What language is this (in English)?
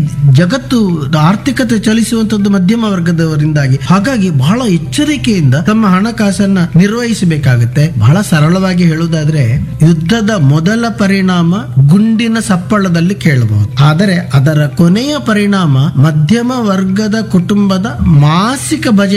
Kannada